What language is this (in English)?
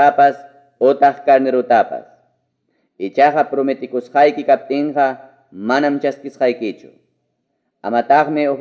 Ayacucho Quechua